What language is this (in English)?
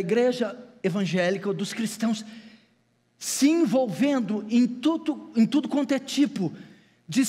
Portuguese